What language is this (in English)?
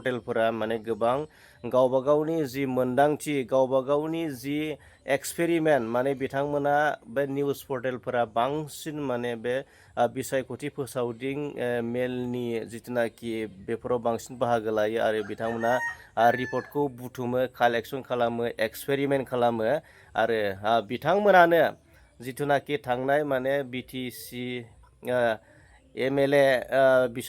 Bodo